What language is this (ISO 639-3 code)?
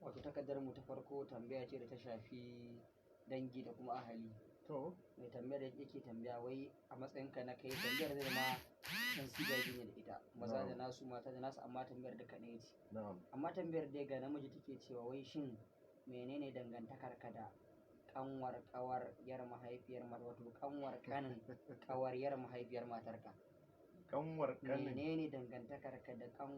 hau